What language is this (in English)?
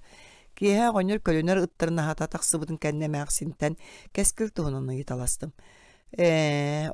Yakut